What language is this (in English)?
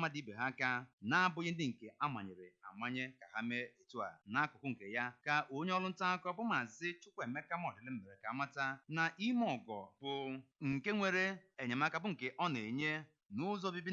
Igbo